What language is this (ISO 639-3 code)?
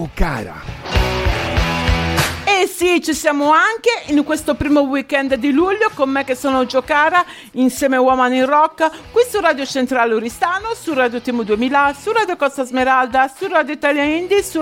ita